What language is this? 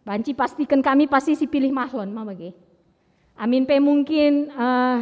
Batak Karo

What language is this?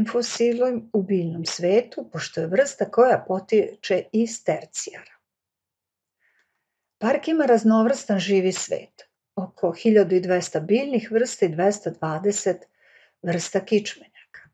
Serbian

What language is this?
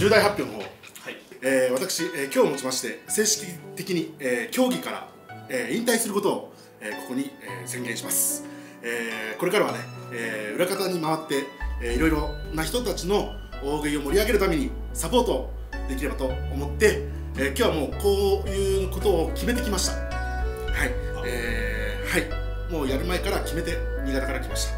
Japanese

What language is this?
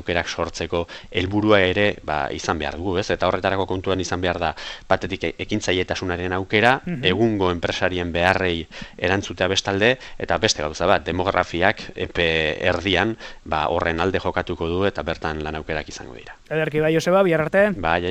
Basque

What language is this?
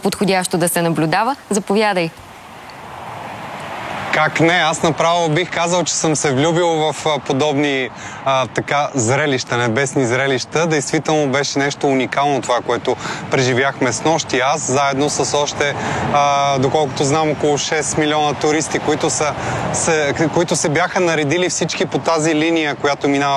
Bulgarian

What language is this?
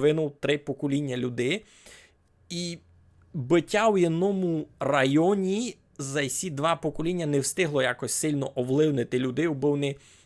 Rusyn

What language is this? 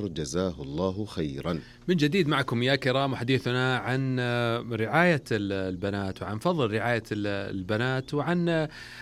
Arabic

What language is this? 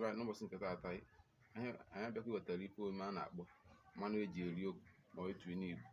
Igbo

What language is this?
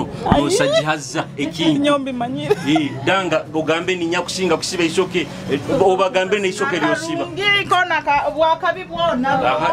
Nyoro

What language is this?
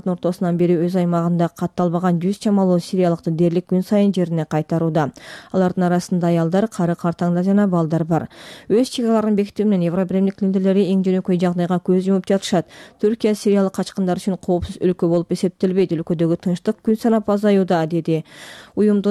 Kyrgyz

